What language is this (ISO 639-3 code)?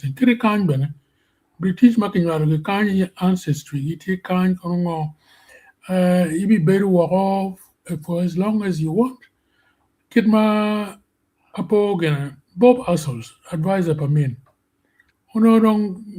ach